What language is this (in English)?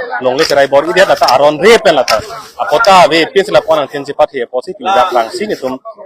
Karbi